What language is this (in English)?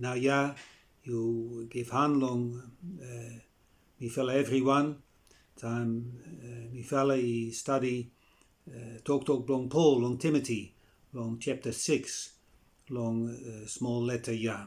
Bislama